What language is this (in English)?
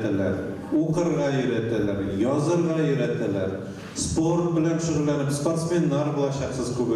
Tatar